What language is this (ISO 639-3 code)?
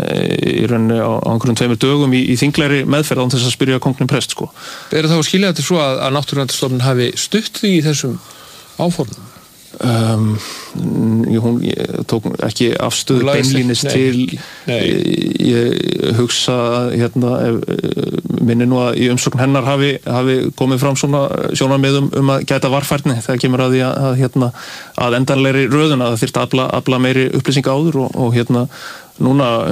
isl